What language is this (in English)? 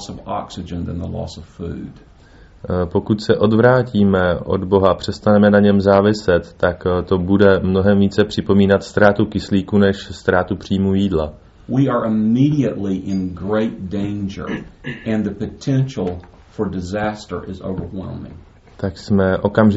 Czech